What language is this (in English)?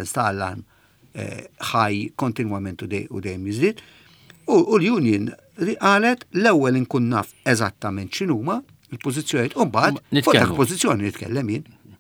Maltese